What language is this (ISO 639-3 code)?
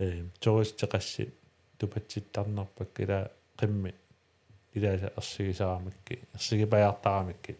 kal